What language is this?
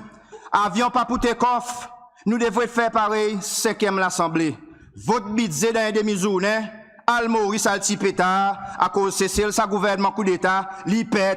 Seselwa Creole French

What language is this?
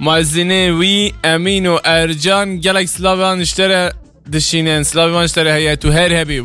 Kurdish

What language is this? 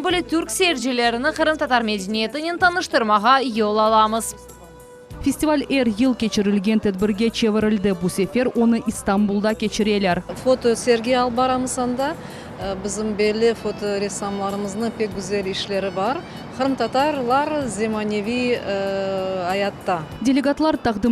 Crimean Tatar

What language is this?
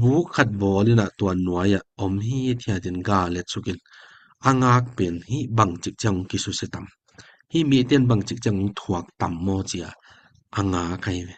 Tedim Chin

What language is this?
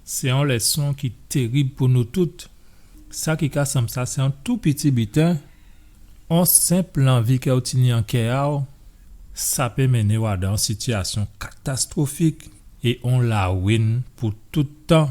Guadeloupean Creole French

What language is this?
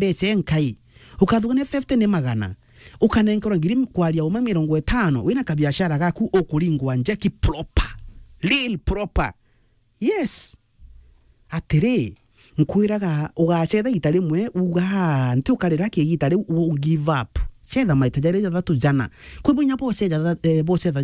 Meru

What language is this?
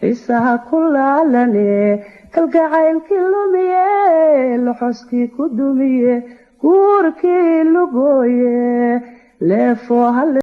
Somali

